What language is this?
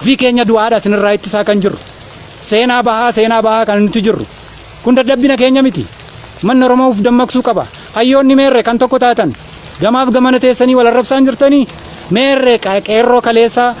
Oromo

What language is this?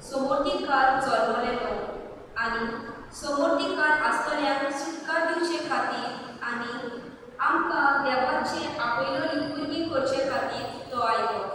Konkani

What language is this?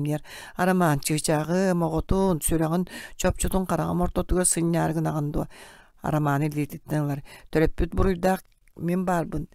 Yakut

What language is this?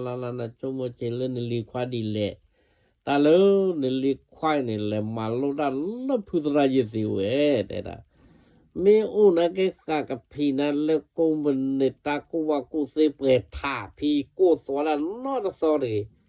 S'gaw Karen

